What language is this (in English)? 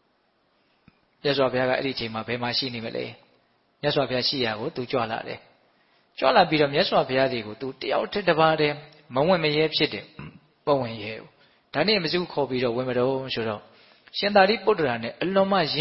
Burmese